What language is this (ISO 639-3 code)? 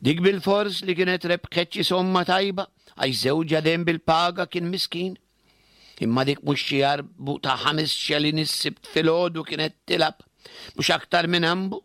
mlt